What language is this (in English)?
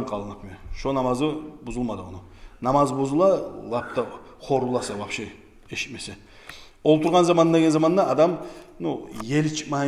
Kumyk